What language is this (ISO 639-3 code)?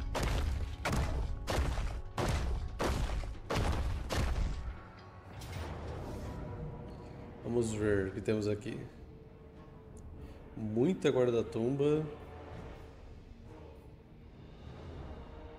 por